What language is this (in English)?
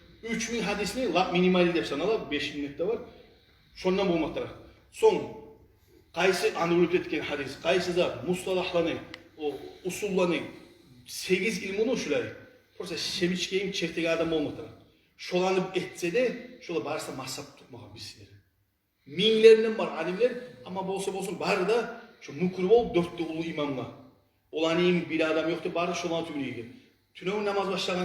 Kumyk